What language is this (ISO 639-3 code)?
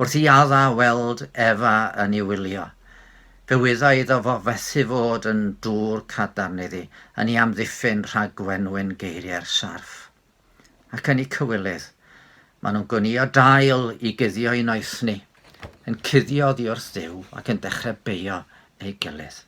cym